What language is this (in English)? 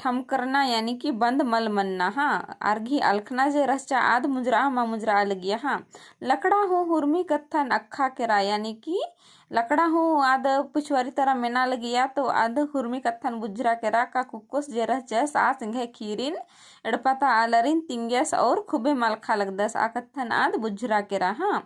Kurukh